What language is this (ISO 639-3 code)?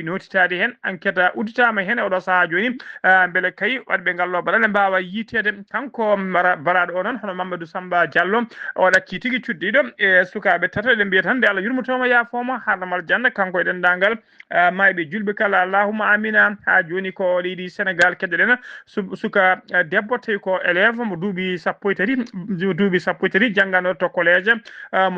ful